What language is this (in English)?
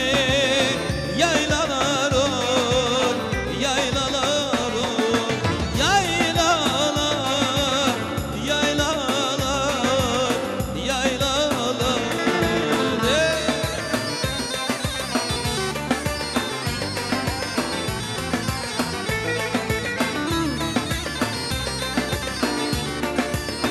Turkish